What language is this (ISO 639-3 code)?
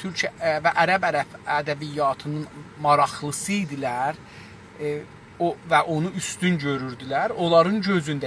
azb